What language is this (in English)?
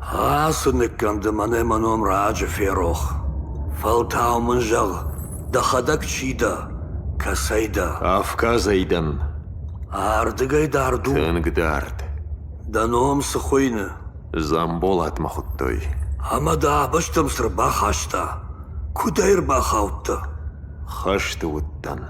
Ossetic